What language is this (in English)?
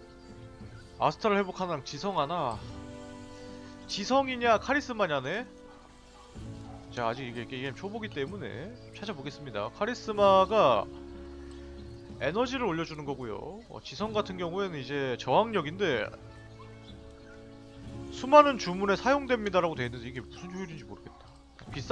Korean